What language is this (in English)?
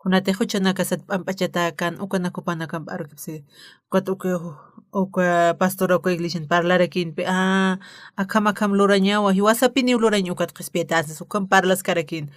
Aymara